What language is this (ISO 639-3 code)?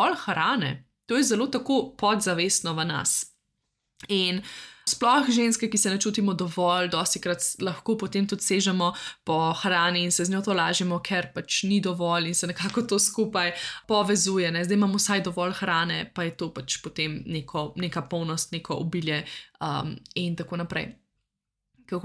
slv